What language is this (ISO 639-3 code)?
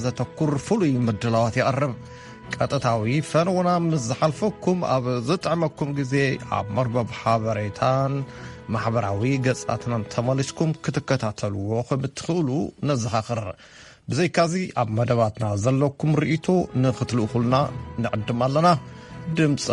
tir